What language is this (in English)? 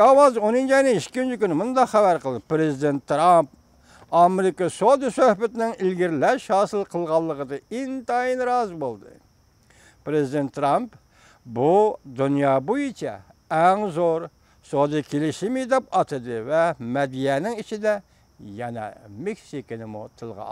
Uyghur